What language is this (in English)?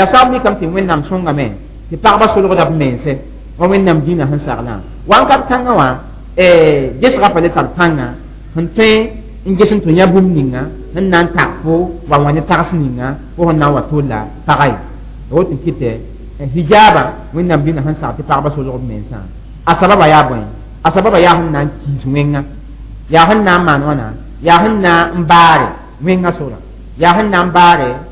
Mossi